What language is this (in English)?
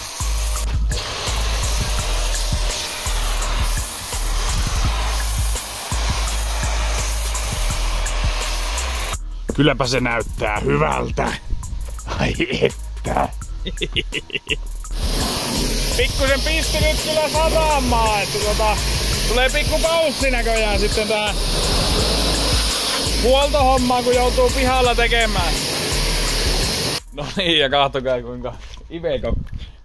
Finnish